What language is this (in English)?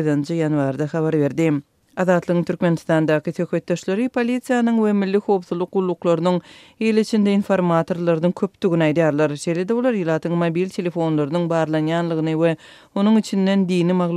Turkmen